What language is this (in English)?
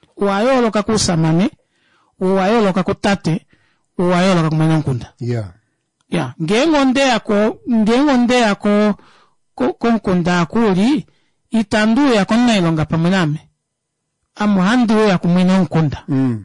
Kuanyama